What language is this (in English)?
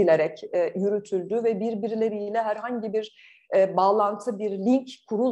Turkish